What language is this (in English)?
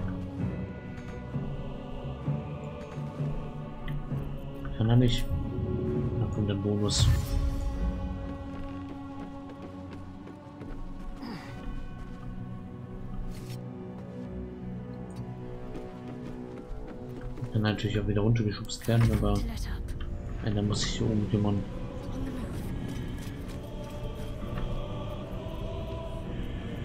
German